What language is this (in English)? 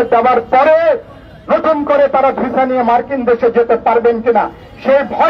Bangla